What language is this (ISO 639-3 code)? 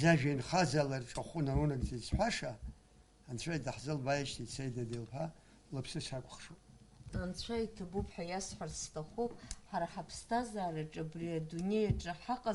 abk